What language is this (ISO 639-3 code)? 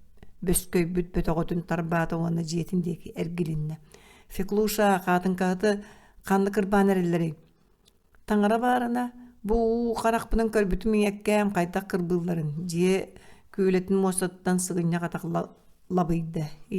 sah